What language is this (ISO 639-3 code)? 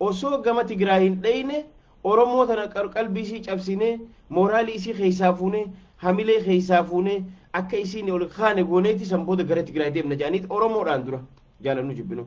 orm